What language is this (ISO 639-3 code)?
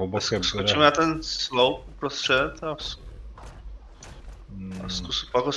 slk